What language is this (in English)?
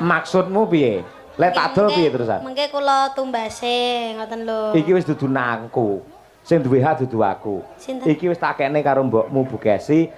Javanese